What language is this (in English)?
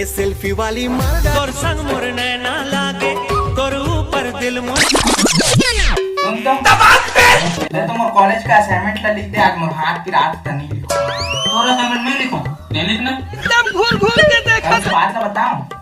Chhattisgarhi